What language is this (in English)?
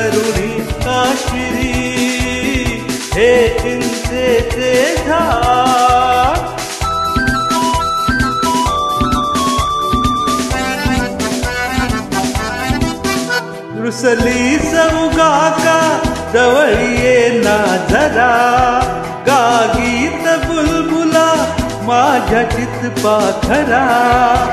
Marathi